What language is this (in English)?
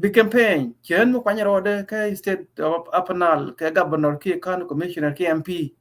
Nuer